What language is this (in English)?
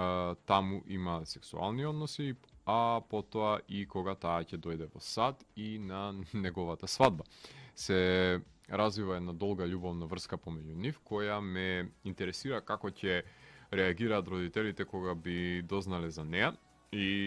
Macedonian